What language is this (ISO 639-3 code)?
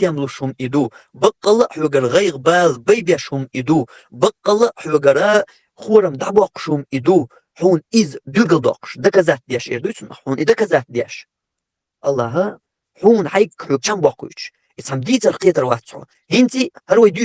che